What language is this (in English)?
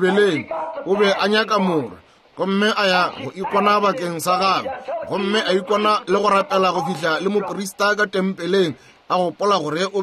Northern Sotho